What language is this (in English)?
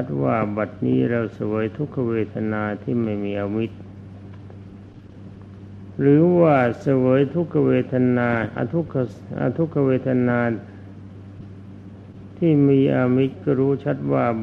Thai